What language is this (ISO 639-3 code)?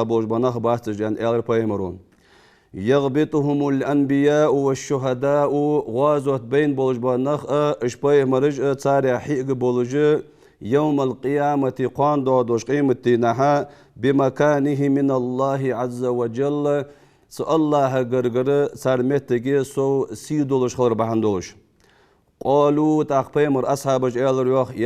inh